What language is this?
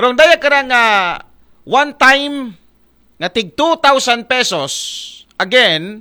Aklanon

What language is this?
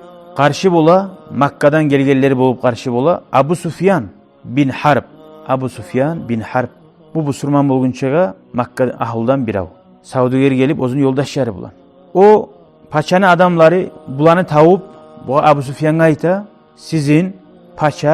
Kumyk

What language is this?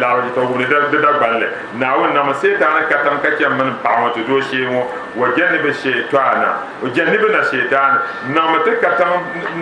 Dagbani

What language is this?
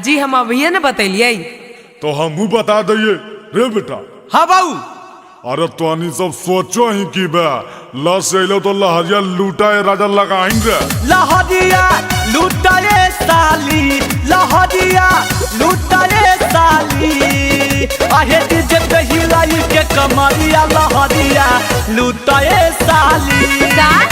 Magahi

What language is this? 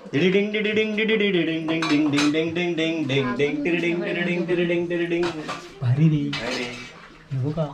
Konkani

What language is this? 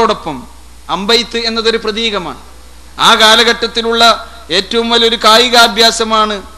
Malayalam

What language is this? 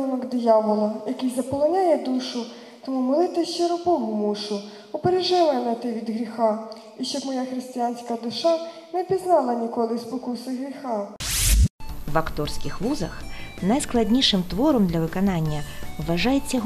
Ukrainian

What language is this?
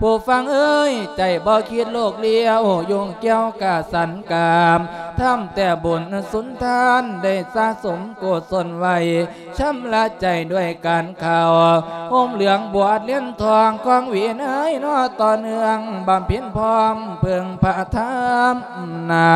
Lao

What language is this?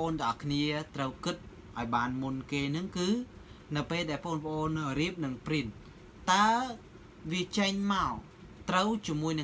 Khmer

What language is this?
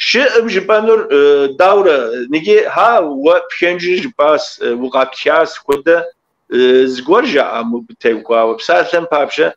Kabardian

